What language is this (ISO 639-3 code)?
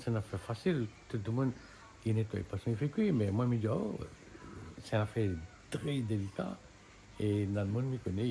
rcf